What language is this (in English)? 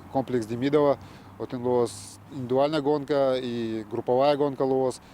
Udmurt